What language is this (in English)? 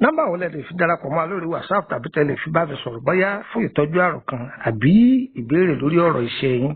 Yoruba